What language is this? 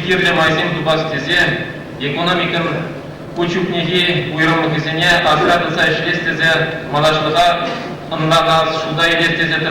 Chuvash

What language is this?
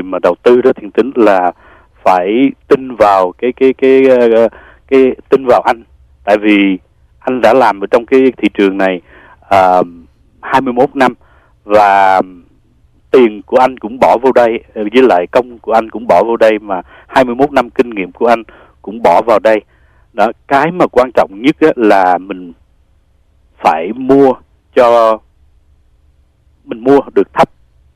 Vietnamese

